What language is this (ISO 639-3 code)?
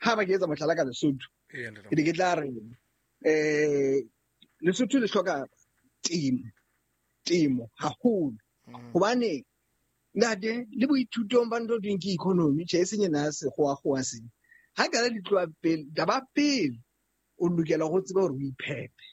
sot